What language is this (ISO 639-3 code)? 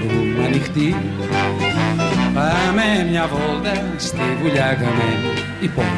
ell